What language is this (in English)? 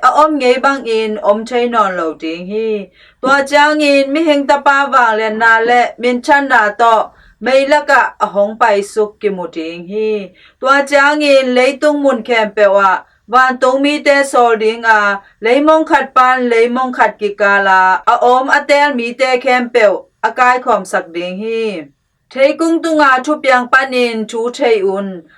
Tedim Chin